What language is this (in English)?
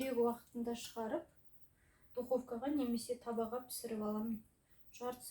Kazakh